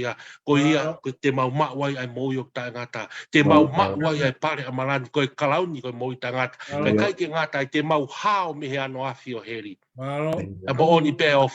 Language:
Tongan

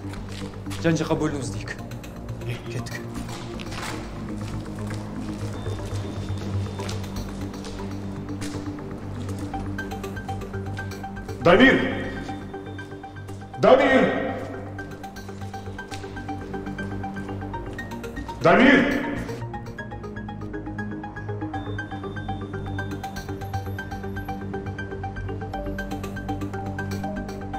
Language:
Kazakh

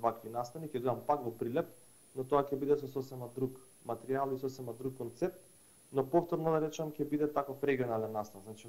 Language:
Macedonian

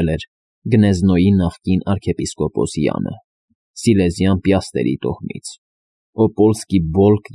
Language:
Armenian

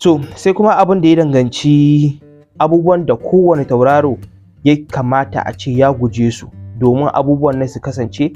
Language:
Hausa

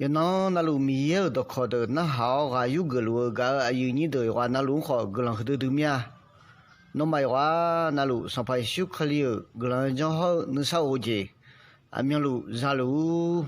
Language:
Akha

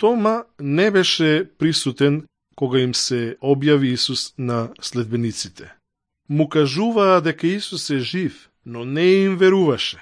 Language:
Macedonian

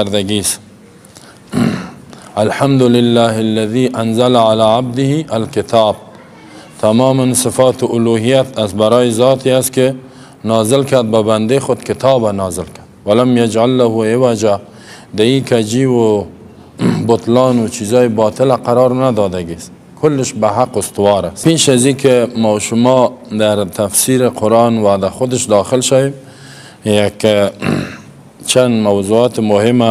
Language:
Persian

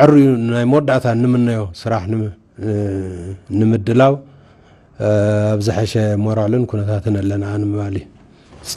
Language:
Tigrinya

